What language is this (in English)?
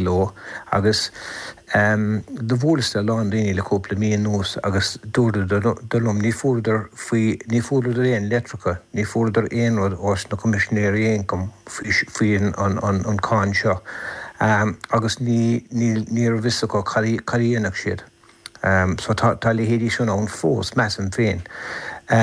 Irish